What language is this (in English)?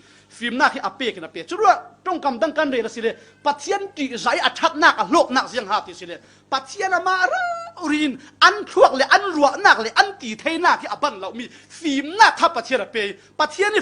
Falam Chin